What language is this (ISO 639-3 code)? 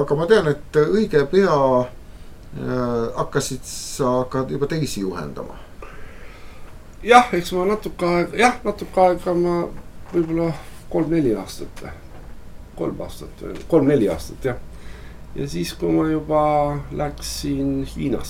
est